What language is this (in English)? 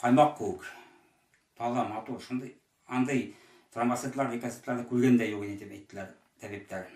Bashkir